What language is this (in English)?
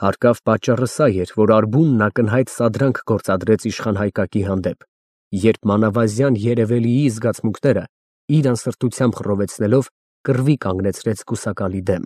Armenian